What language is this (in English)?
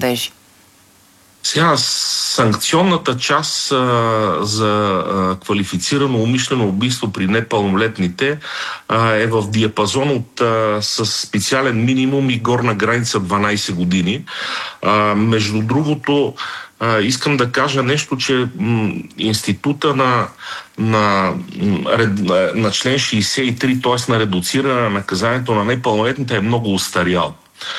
Bulgarian